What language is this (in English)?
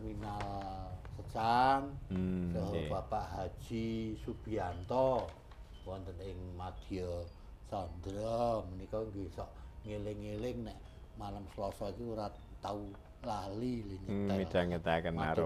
Javanese